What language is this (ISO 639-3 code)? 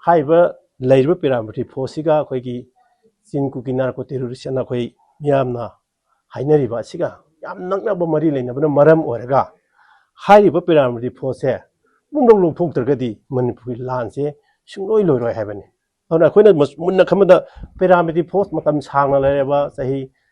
mni